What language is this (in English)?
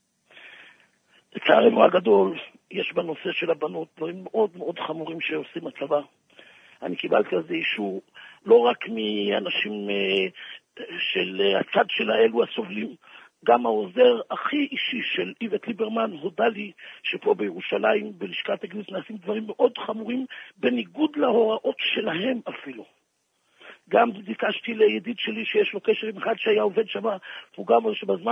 Hebrew